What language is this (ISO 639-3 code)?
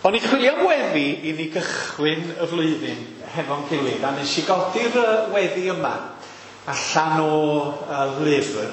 cym